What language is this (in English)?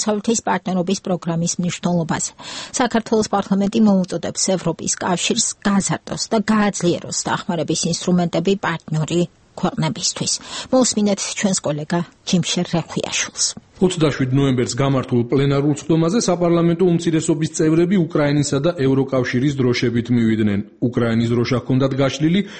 Georgian